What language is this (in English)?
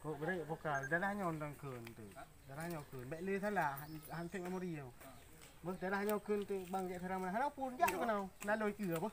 Achinese